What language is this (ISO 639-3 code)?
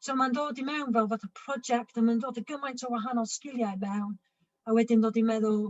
cym